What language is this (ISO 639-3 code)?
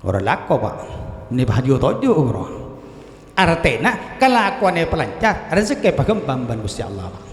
mad